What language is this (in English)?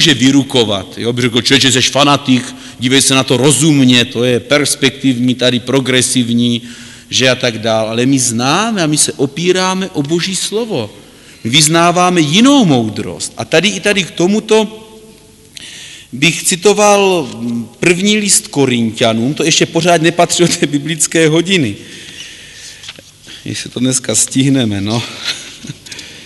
Czech